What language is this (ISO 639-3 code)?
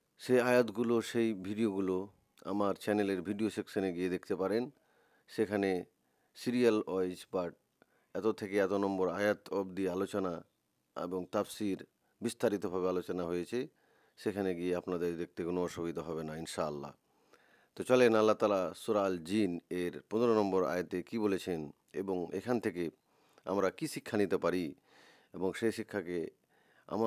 ben